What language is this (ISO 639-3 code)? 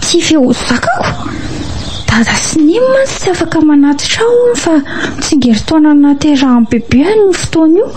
mlg